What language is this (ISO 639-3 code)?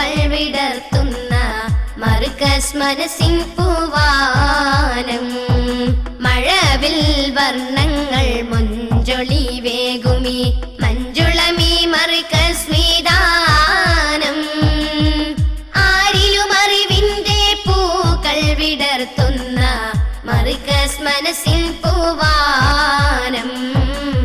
mal